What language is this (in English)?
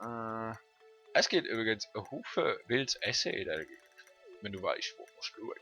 Swiss German